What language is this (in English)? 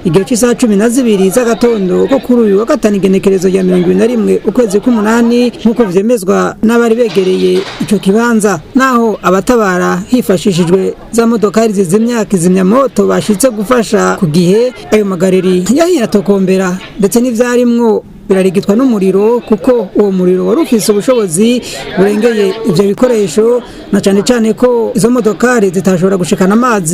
Rundi